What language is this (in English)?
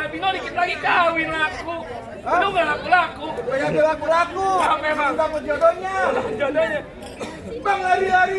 Betawi